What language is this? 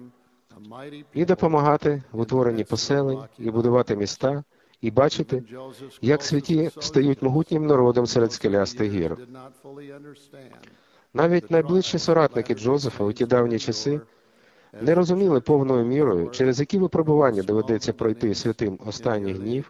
Ukrainian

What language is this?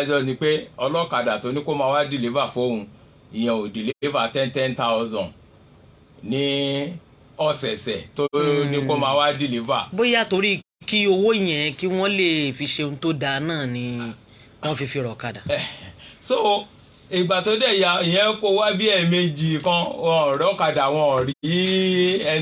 Yoruba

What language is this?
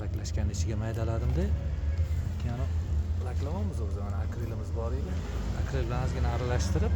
Uzbek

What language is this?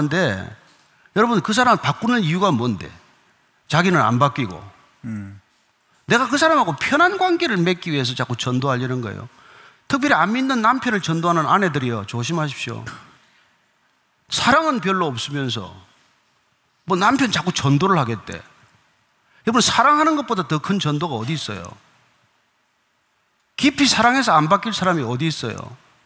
Korean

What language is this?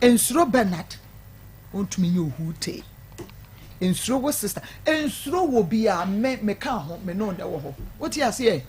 Akan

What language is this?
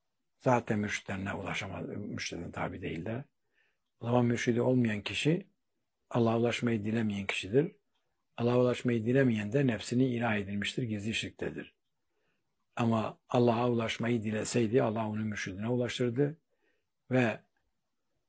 Turkish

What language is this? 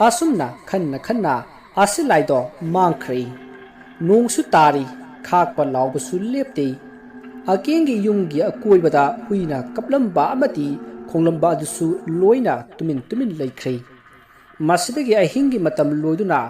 Manipuri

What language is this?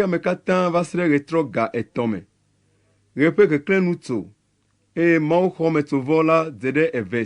Ewe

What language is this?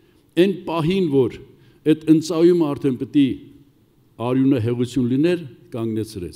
Armenian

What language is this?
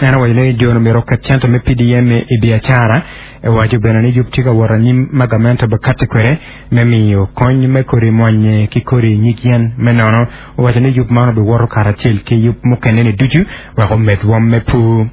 Acoli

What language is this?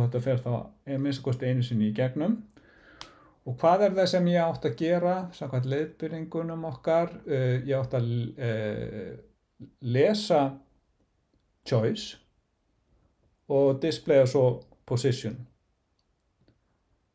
Icelandic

